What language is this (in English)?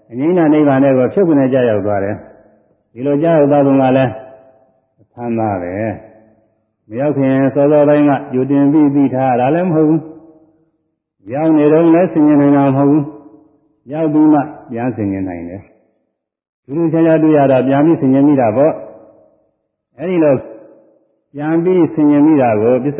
Burmese